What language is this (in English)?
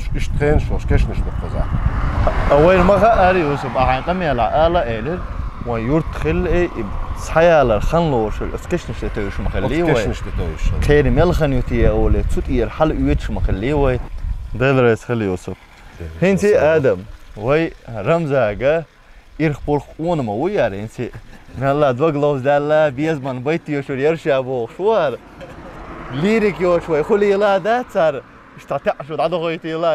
Chechen